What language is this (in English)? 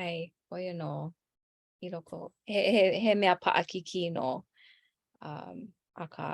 Hawaiian